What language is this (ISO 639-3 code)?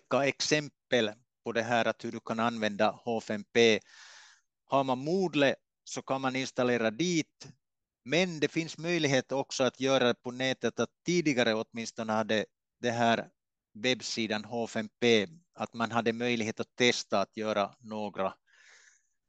swe